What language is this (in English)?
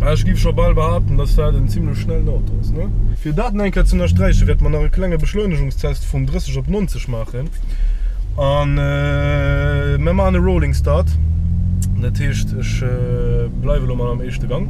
Luxembourgish